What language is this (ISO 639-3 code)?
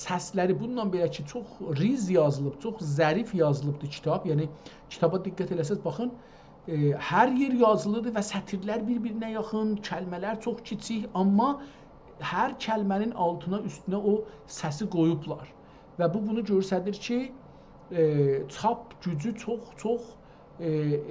azb